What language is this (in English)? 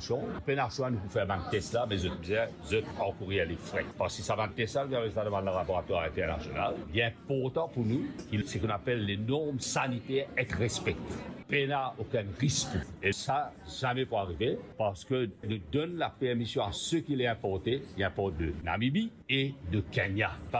Morisyen